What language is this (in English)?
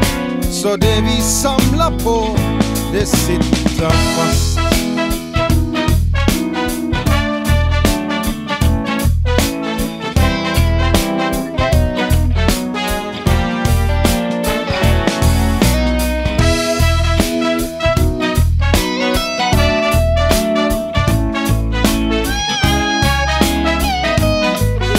Norwegian